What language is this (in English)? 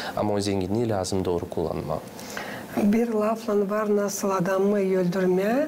Gagauz